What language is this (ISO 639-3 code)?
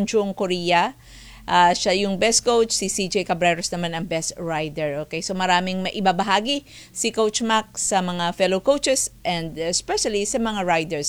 fil